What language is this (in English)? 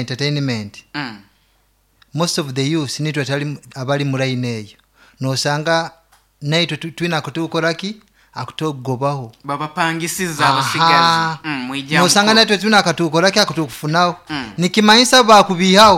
Nyoro